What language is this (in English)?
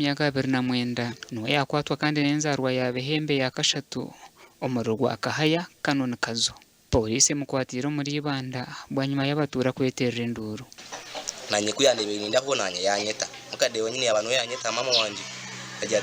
Nyankole